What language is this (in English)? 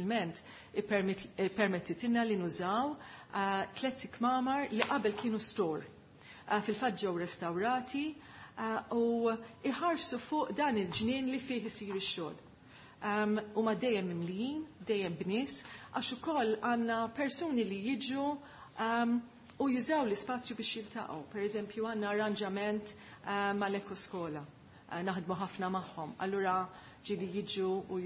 Maltese